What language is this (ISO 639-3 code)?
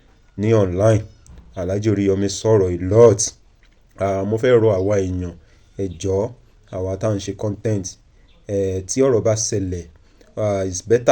yor